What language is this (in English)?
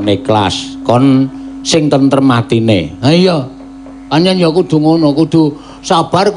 Javanese